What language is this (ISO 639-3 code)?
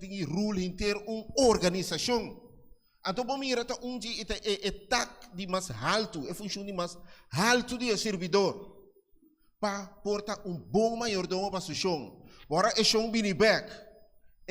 pap